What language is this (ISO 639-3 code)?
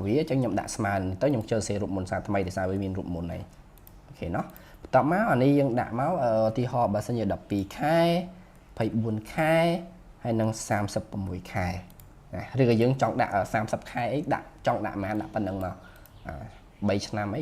khm